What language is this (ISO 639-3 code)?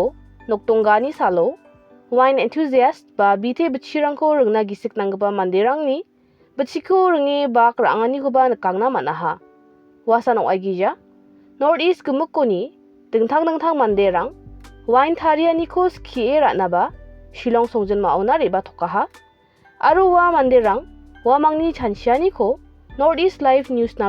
grt